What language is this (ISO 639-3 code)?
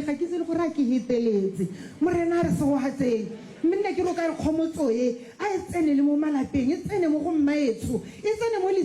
tsn